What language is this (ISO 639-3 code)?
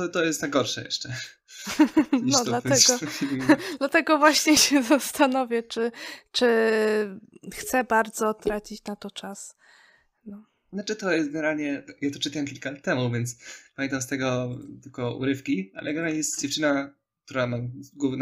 pol